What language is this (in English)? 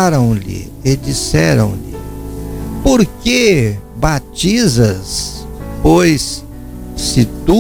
Portuguese